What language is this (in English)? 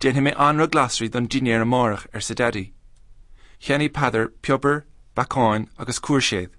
Irish